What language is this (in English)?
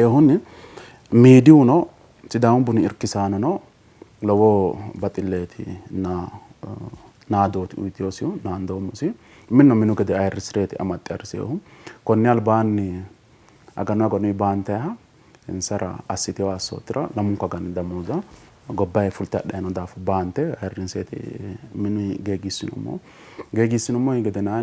Sidamo